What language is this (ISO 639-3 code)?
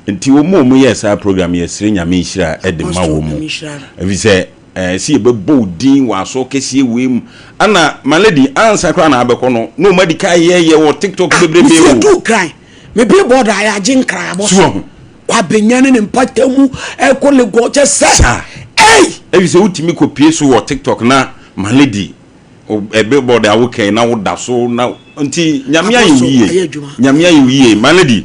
aka